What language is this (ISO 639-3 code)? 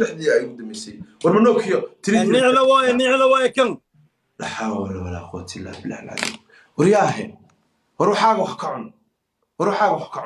som